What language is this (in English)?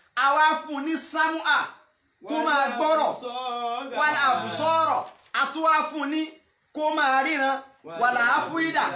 Yoruba